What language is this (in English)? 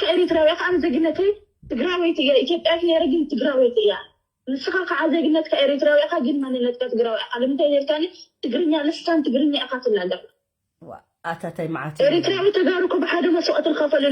Tigrinya